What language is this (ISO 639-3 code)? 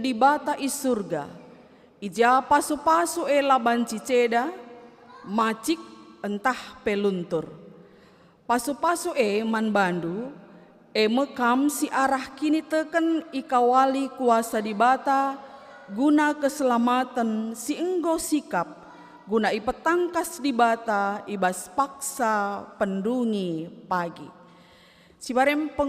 btx